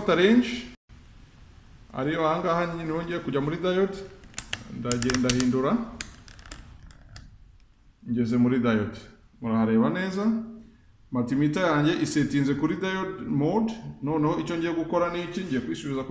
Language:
Kinyarwanda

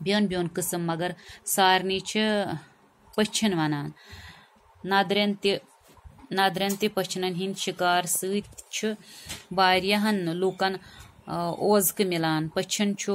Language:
Kashmiri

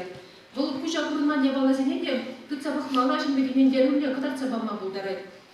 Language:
Chuvash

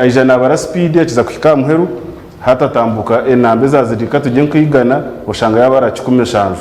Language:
Nyankole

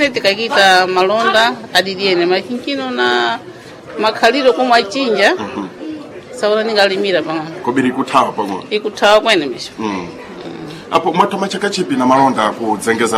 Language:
Sena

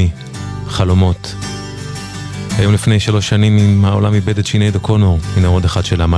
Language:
Hebrew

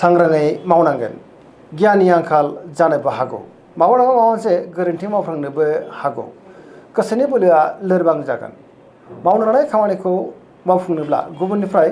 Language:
Bodo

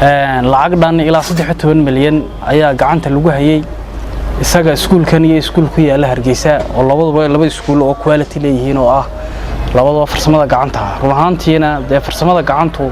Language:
Somali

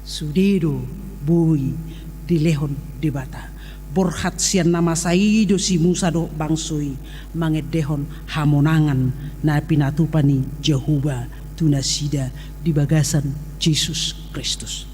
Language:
Batak Toba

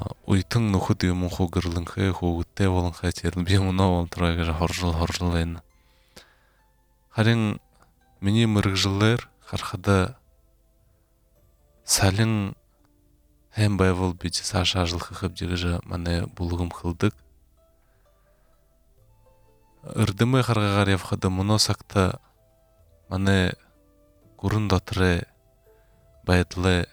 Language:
Buriat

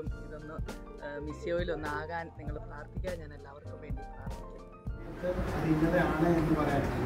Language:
Malayalam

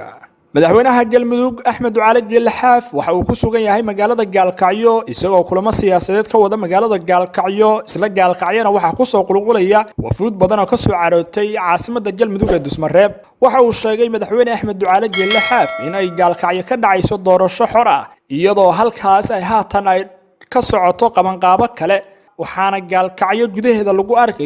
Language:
Somali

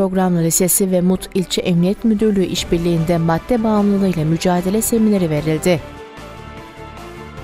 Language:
Turkish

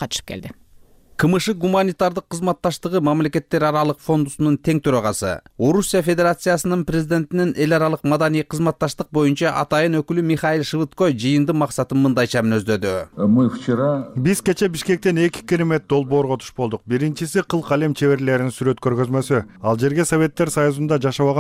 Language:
Kyrgyz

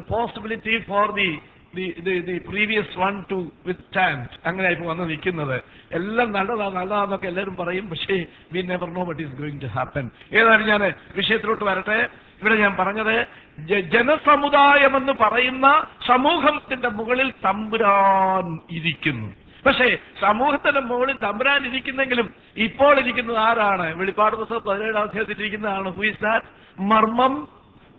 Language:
Malayalam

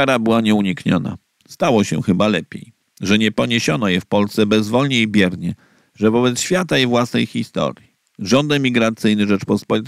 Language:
Polish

